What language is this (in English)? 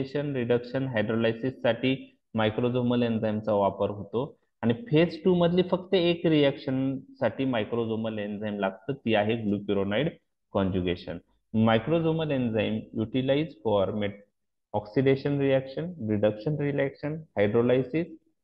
Marathi